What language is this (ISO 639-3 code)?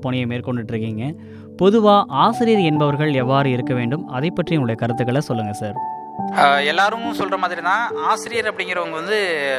tam